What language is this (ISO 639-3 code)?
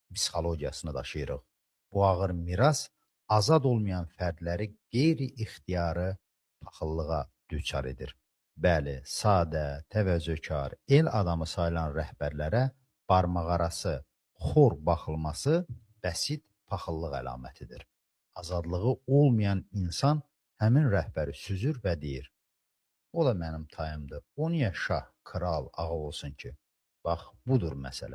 aze